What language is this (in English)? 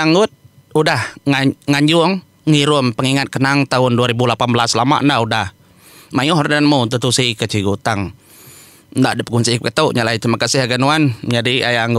Iban